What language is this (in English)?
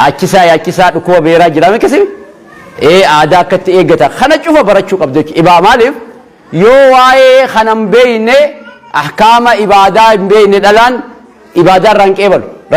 Oromo